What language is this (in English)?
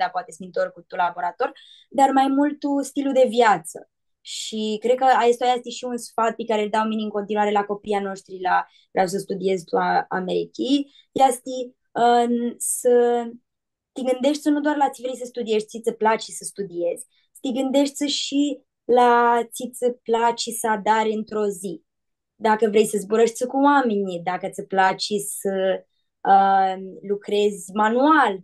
Aromanian